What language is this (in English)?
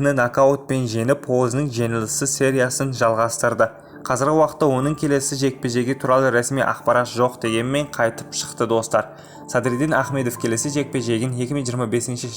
Kazakh